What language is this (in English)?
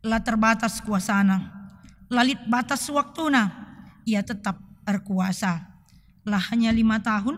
Batak Karo